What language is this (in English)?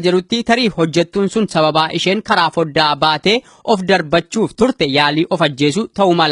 Oromo